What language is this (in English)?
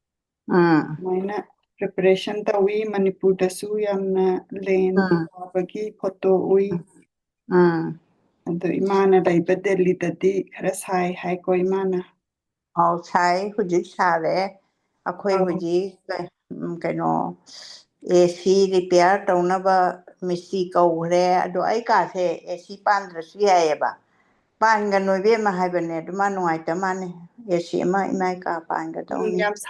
Manipuri